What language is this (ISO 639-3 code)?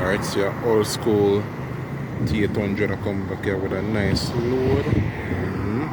jam